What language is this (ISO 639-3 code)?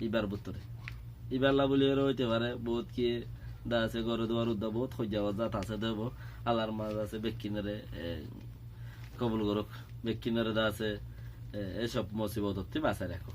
rhg